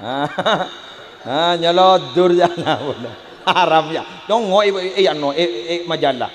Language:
Madurese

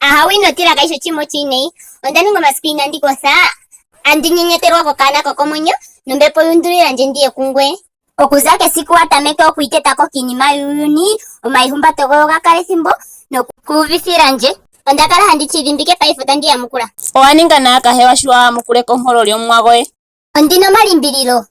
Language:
Ndonga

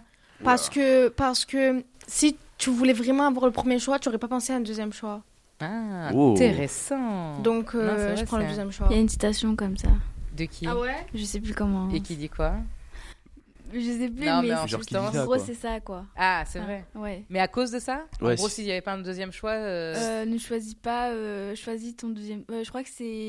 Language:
French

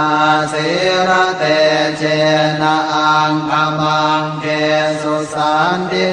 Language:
Pali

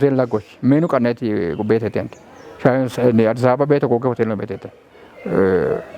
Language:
Kafa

